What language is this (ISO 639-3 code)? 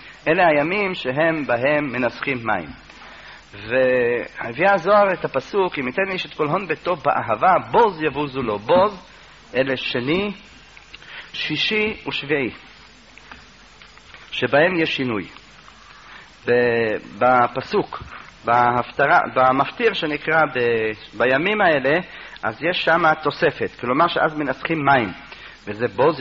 heb